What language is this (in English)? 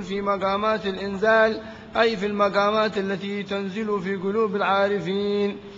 Arabic